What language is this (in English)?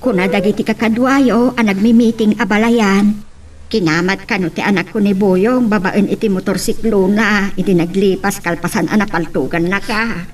Iloko